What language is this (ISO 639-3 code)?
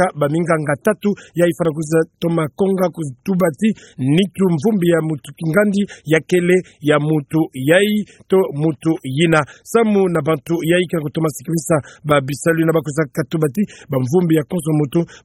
ktu